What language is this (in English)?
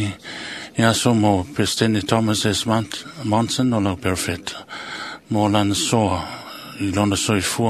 Samoan